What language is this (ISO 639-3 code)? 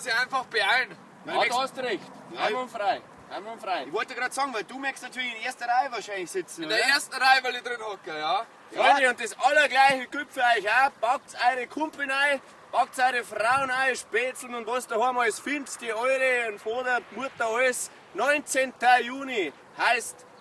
bar